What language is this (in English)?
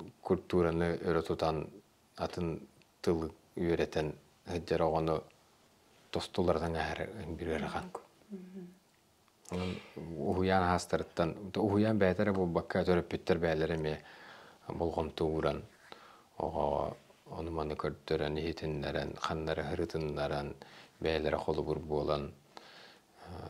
Yakut